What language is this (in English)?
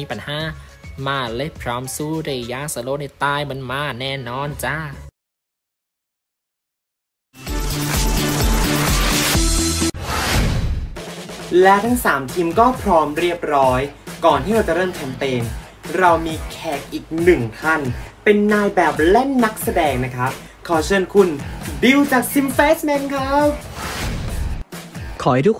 Thai